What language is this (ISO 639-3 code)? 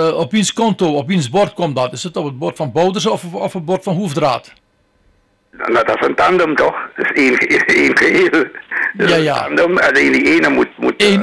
nld